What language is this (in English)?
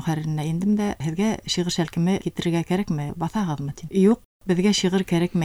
Bashkir